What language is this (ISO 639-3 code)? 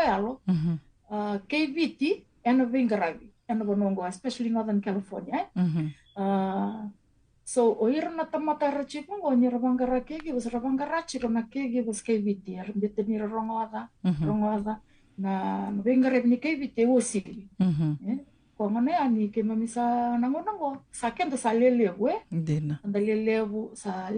fij